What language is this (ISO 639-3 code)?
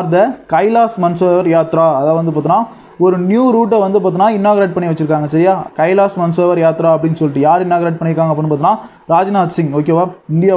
tam